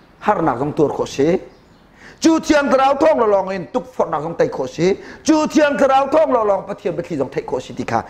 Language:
Hakha Chin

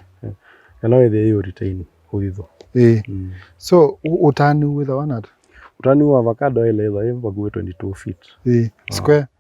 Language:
Kamba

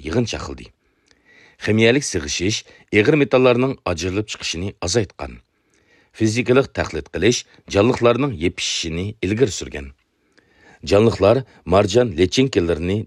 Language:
Uyghur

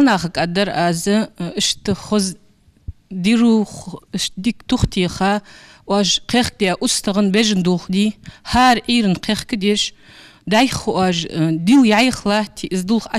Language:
Ingush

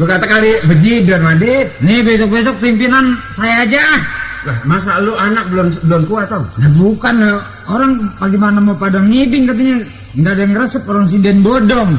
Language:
Betawi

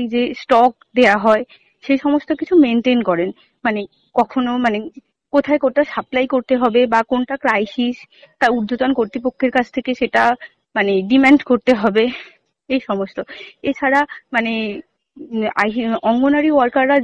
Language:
Bangla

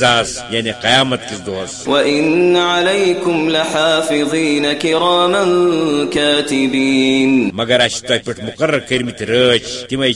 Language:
Kashmiri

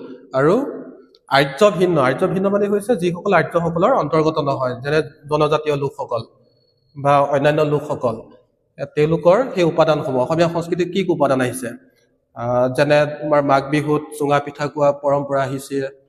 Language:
Assamese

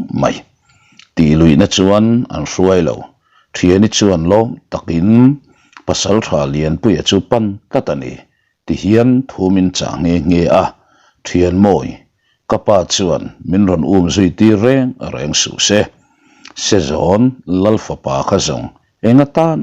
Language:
Mizo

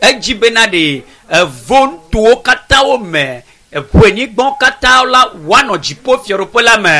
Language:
Ewe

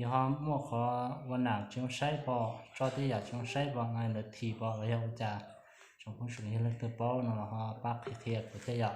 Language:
Hmong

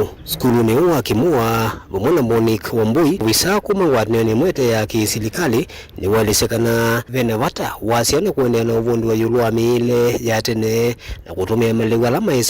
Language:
Kamba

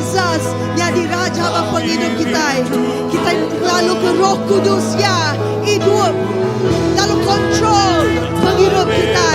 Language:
Iban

